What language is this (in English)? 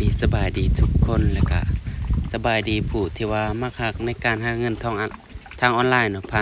Lao